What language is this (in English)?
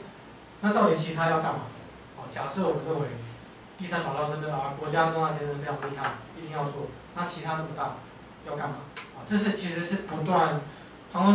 Chinese